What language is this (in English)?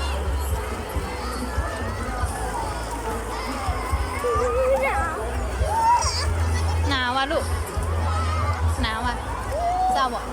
Lao